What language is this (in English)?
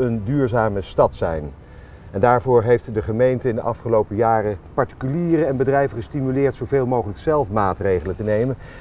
Dutch